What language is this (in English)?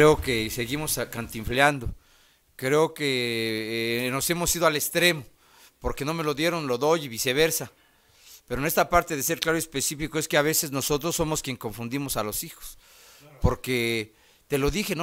Spanish